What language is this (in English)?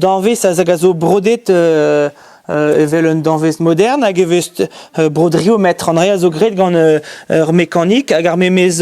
Breton